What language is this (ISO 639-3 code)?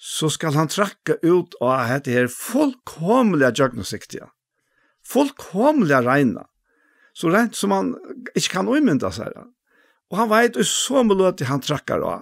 fao